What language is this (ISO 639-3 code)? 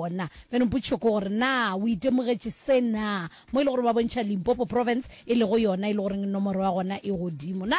nso